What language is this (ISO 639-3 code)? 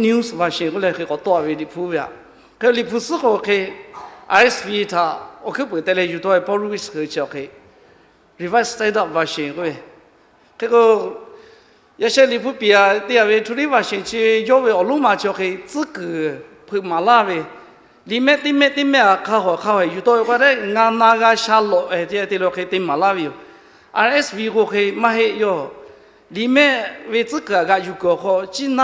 lhu